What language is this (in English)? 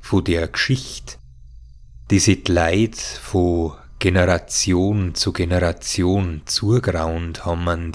Bavarian